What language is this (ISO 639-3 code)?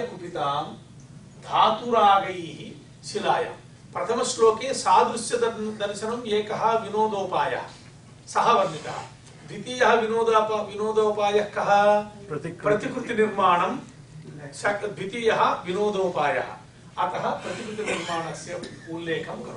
san